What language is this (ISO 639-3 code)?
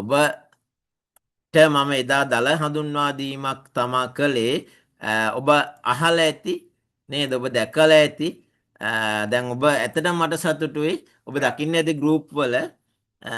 sin